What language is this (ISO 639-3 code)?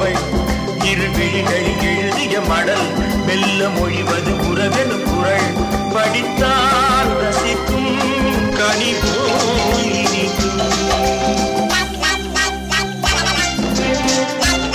tam